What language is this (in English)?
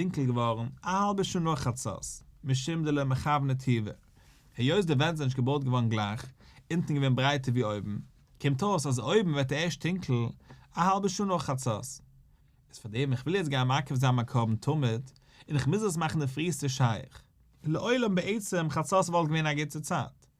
Yiddish